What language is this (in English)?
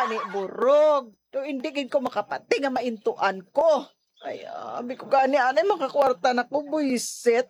Hiligaynon